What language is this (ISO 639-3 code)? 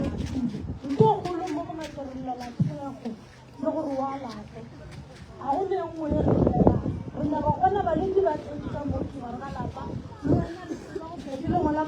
nso